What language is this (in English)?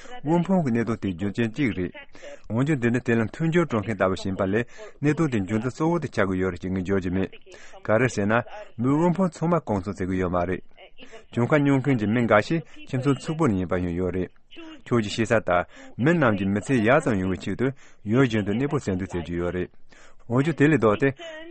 Tibetan